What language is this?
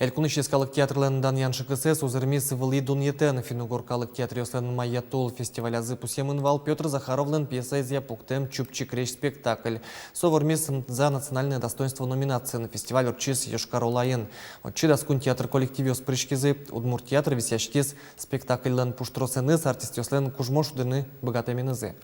Udmurt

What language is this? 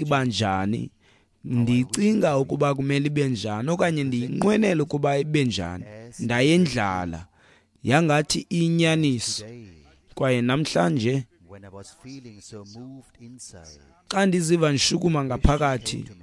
Xhosa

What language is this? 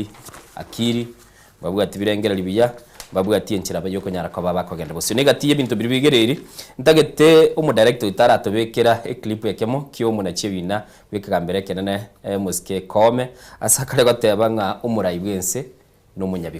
Gusii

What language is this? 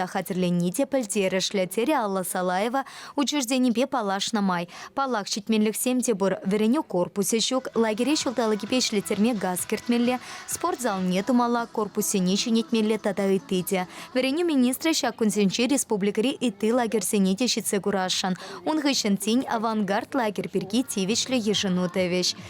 Chuvash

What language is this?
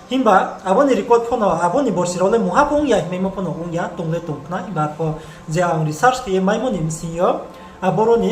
Riang (India)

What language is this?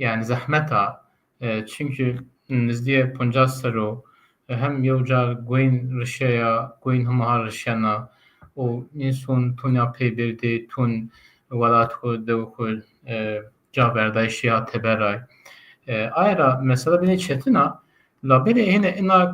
Zaza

